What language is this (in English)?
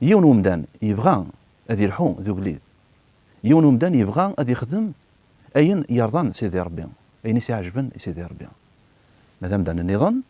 Kabyle